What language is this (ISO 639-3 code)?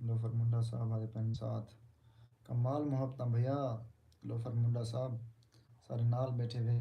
skr